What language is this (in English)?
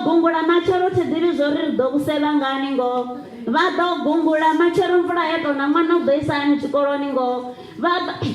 Venda